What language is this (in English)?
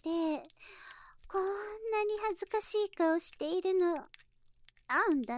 Japanese